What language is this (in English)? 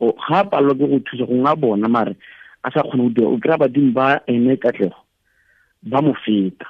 Tswana